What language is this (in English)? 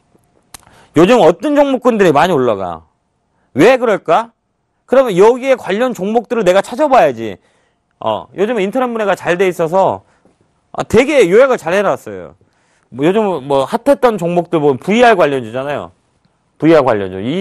Korean